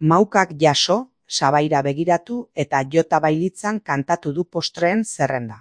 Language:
Basque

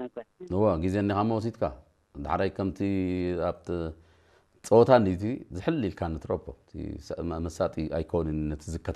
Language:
Tigrinya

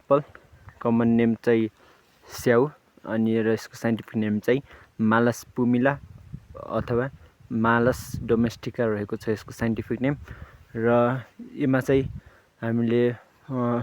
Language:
Nepali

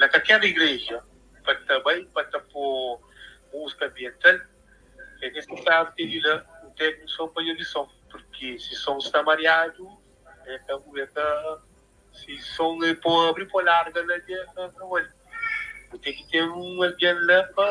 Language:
Kabuverdianu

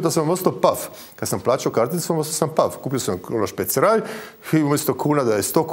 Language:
Croatian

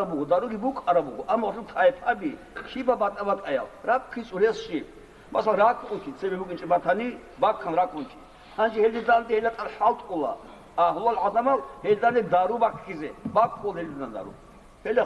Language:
Avaric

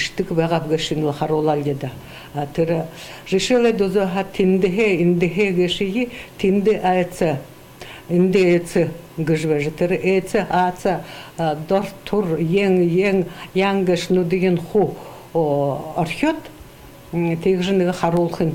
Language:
Buriat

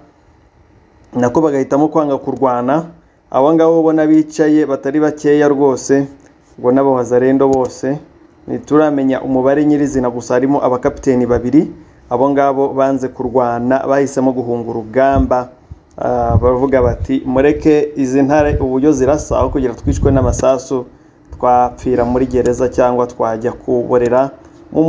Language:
Kinyarwanda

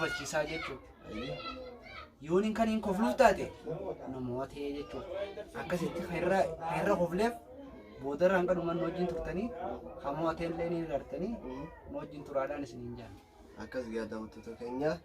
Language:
Oromo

